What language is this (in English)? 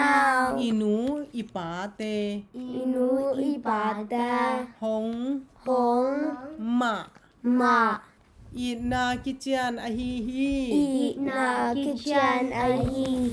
Tedim Chin